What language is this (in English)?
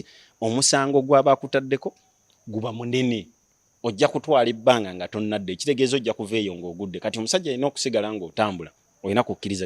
Ganda